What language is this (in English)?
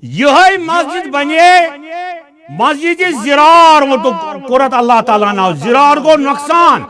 Kashmiri